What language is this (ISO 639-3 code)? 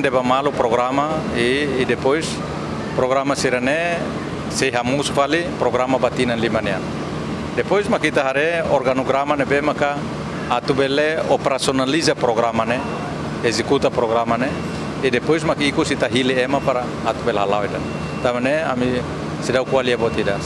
tet